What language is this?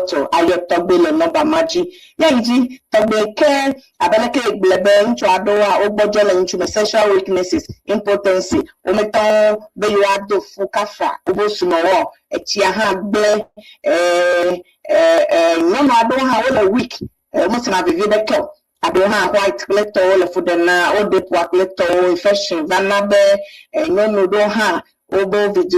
Ewe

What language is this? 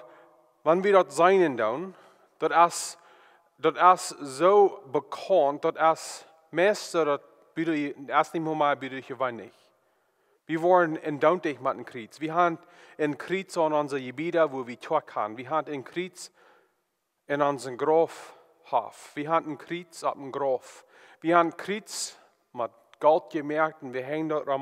Plautdietsch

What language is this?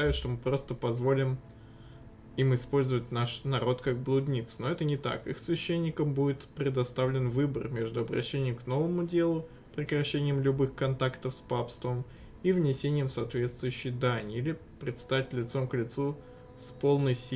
Russian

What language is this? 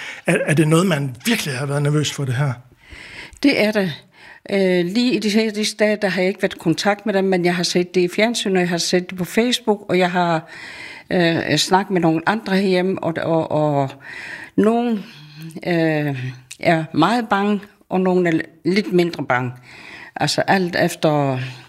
Danish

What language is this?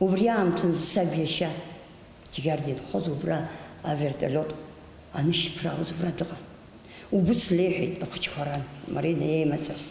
Abkhazian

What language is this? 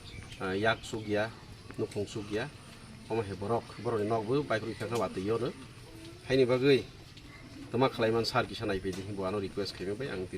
Kok Borok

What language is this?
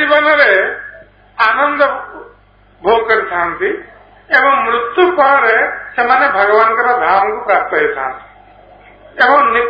Odia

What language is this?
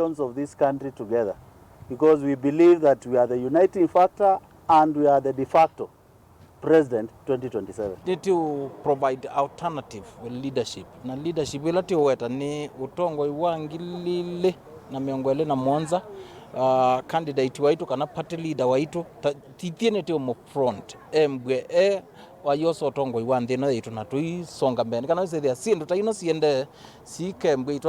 Kamba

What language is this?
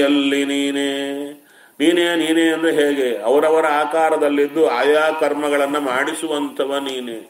Kannada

